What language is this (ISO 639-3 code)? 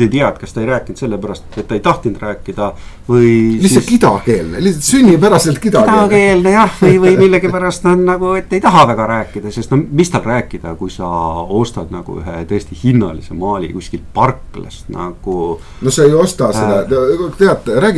est